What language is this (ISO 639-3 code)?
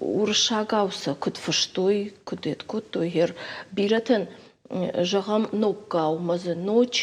oss